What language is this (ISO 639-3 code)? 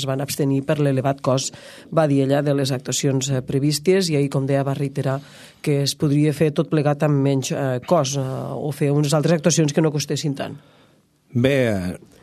cat